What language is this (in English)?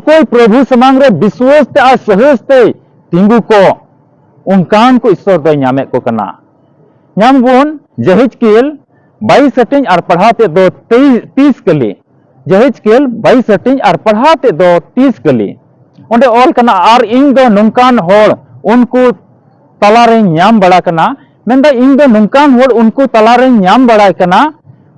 Santali